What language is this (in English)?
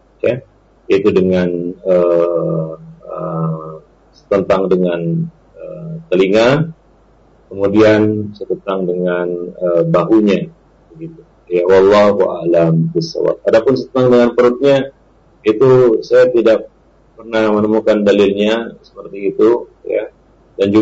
Indonesian